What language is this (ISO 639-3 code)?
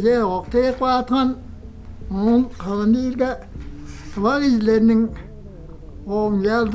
tyv